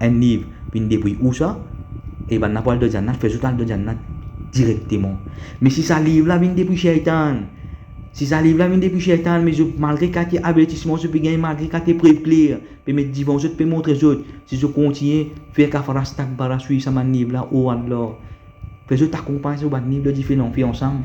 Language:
Morisyen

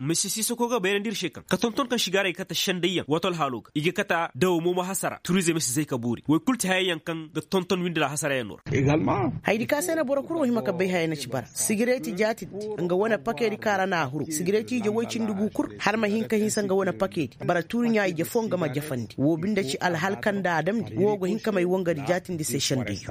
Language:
Koyraboro Senni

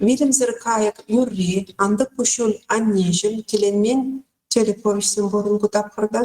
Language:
Chuvash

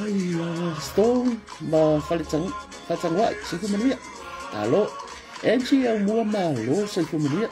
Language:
Samoan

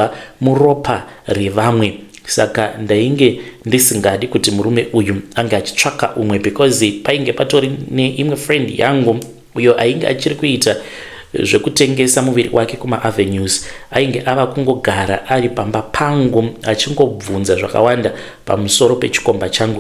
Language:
Shona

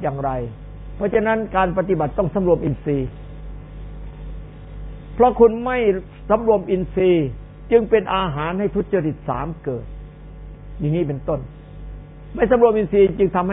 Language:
Thai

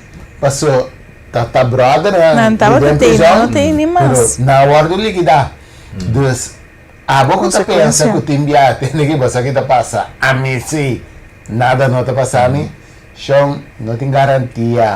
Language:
Papiamento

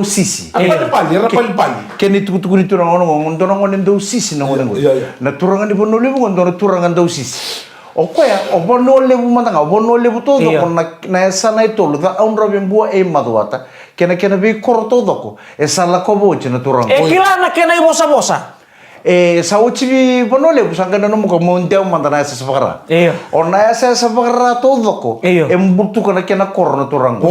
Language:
Fijian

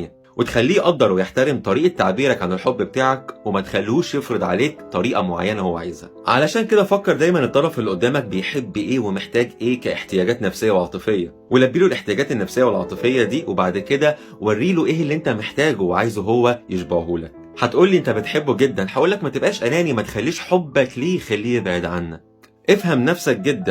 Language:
Egyptian Arabic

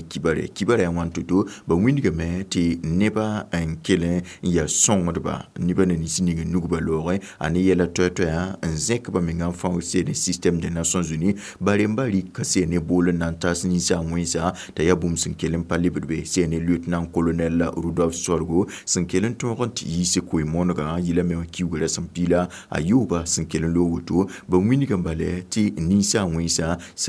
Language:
Mossi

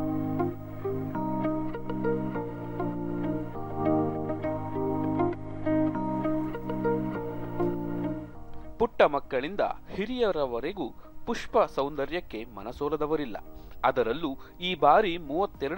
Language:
Kannada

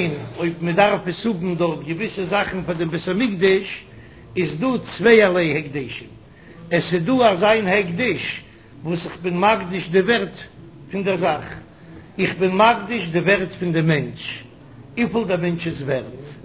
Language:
Yiddish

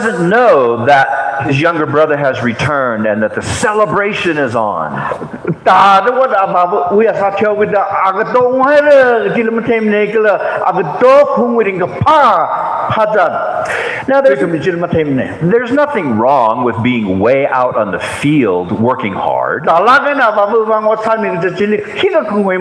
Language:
Tangkhul Naga (India)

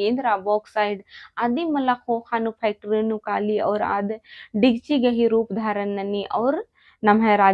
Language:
Kurukh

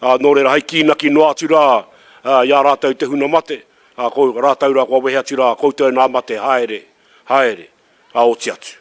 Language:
Māori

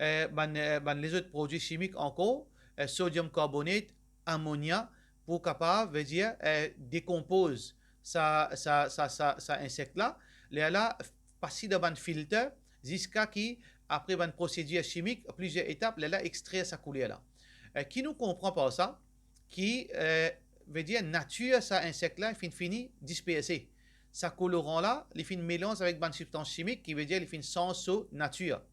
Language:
Morisyen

